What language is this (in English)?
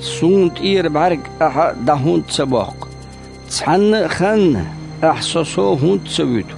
Chechen